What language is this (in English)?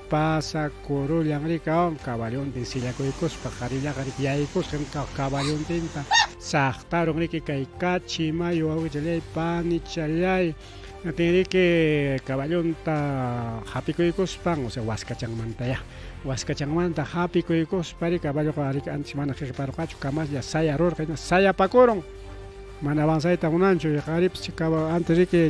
Ayacucho Quechua